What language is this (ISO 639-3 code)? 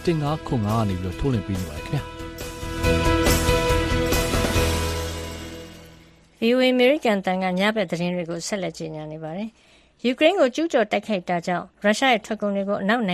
mya